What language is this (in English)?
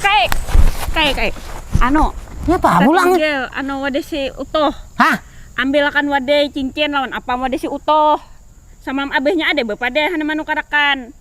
Banjar